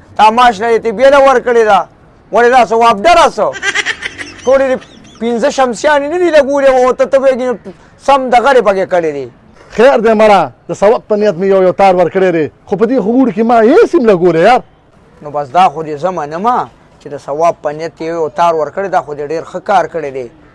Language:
Pashto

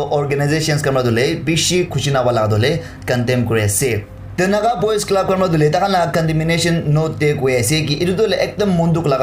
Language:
Naga Pidgin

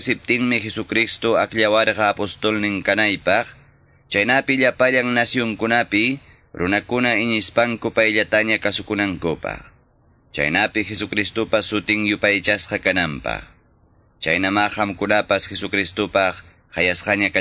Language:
Quechua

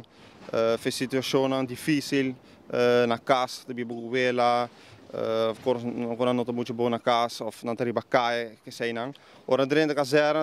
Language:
Papiamento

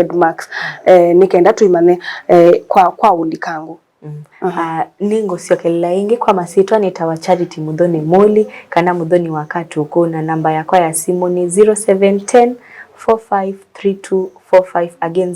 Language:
Kamba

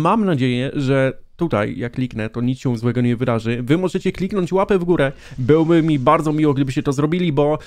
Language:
Polish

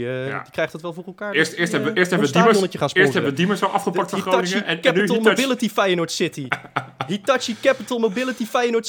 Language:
Dutch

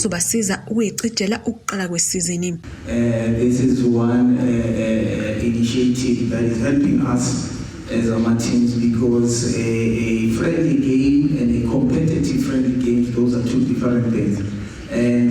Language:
Zulu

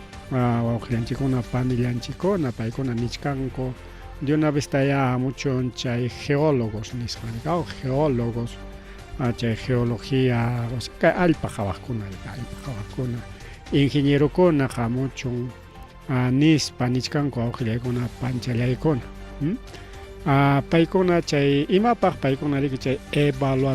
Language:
Ayacucho Quechua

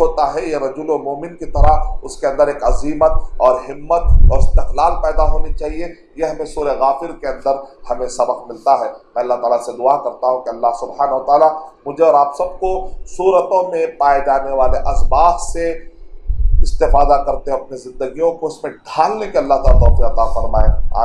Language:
Urdu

